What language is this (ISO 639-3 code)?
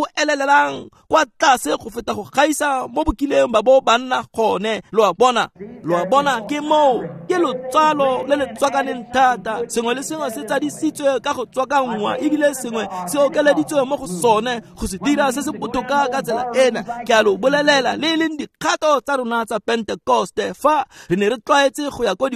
tsn